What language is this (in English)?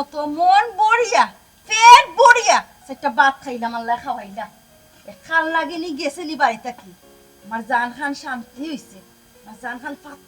Sylheti